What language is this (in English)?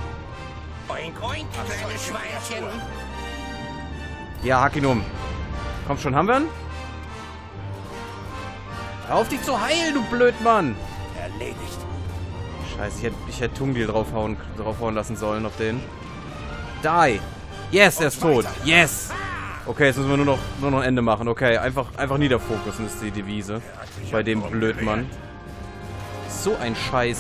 German